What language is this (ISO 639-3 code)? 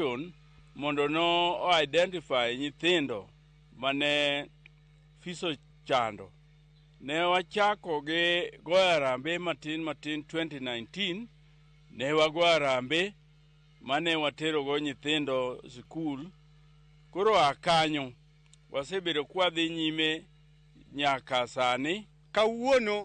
luo